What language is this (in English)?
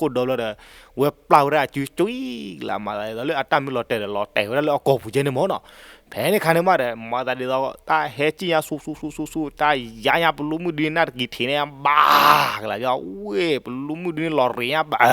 S'gaw Karen